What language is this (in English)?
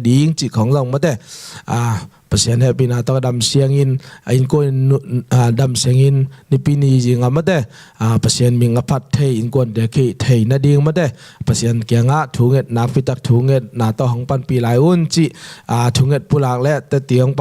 Tedim Chin